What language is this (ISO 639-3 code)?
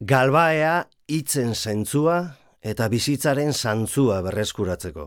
eus